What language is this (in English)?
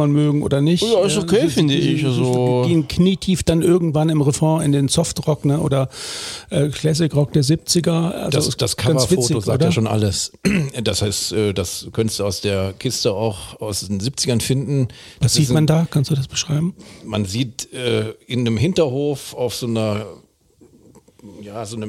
German